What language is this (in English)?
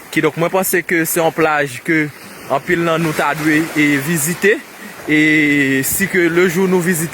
Haitian Creole